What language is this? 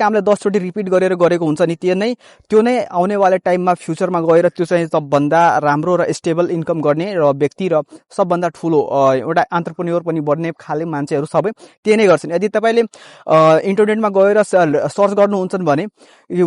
Nepali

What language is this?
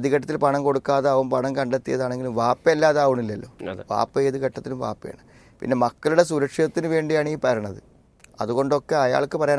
Malayalam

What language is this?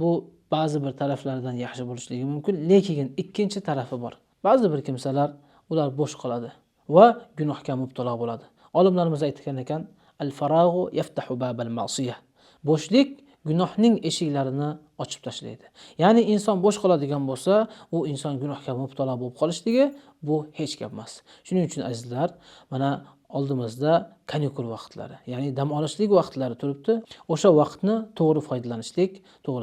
Uzbek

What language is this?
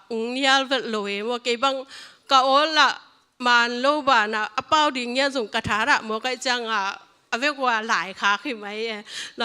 Tedim Chin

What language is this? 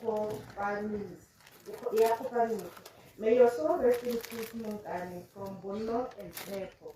Tswana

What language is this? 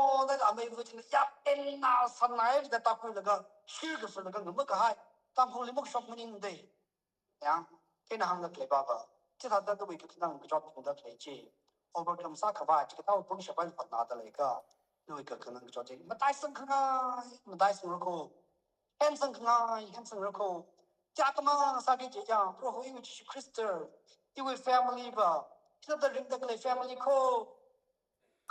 Tangkhul Naga (India)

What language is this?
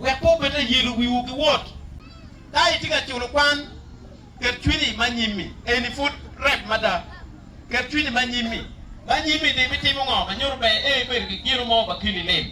Acoli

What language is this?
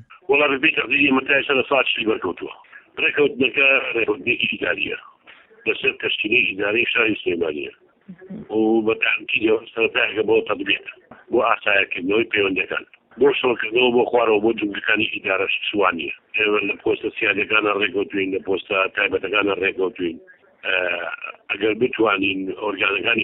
Central Kurdish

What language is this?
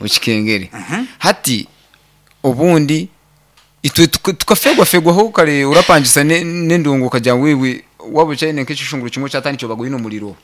Nyankole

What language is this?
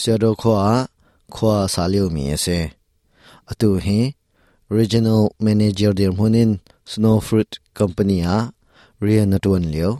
Hakha Chin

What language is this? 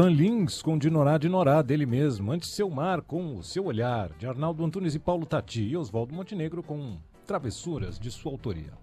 Portuguese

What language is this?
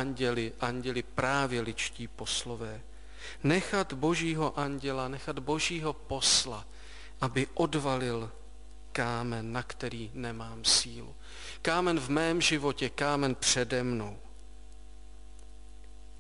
Czech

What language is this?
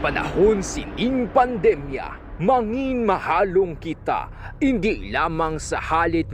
Hiligaynon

